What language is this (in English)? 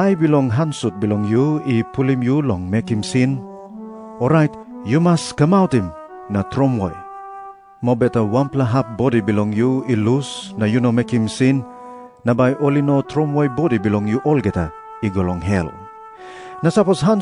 Tok Pisin